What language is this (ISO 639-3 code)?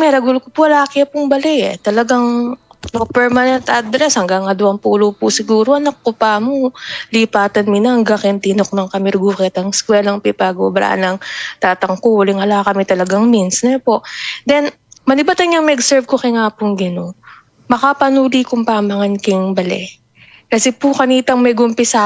pam